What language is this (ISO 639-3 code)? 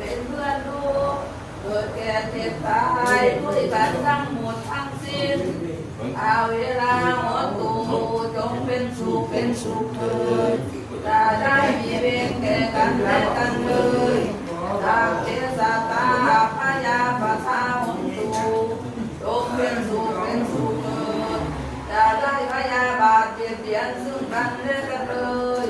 pli